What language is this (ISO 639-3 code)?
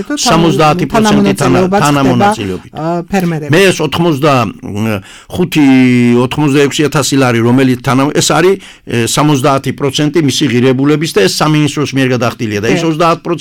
kat